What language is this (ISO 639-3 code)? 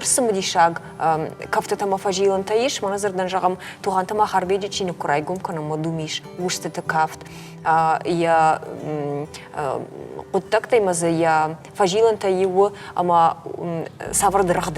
oss